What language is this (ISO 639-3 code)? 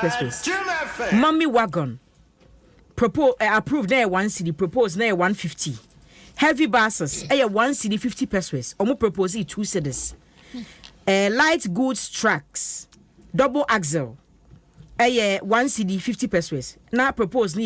aka